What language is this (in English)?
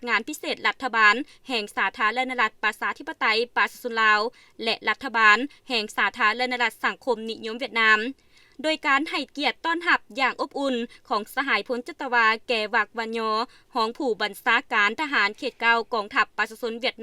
Lao